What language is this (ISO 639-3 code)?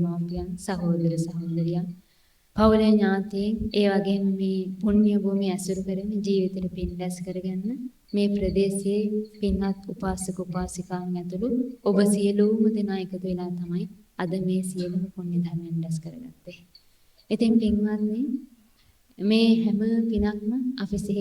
sin